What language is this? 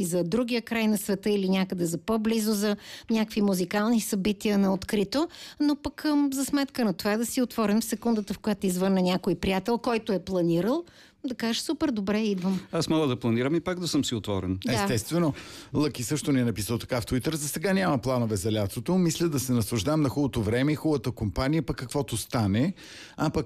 Bulgarian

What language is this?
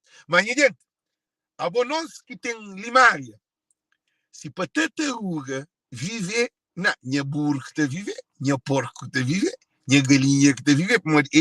Kabuverdianu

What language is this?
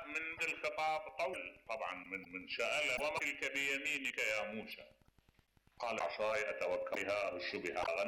Mesopotamian Arabic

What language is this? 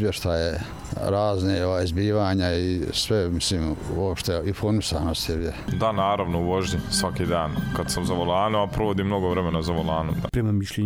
Serbian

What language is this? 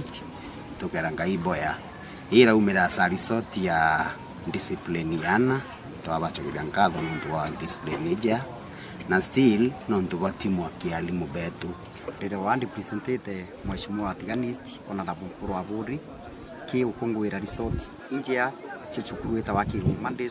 Meru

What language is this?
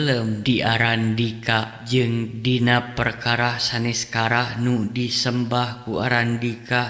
Sundanese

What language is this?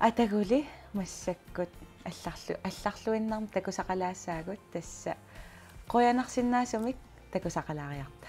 Kalaallisut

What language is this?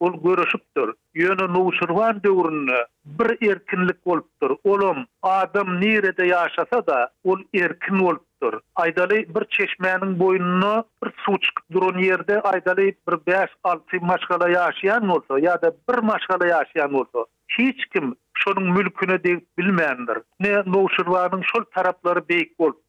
Turkmen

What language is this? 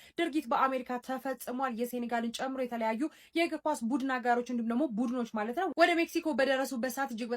Amharic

